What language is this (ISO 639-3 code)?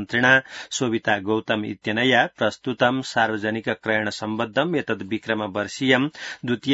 san